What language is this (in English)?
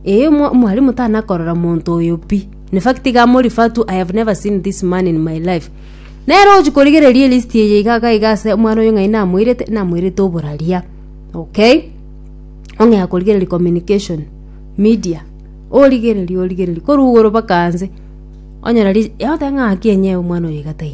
Gusii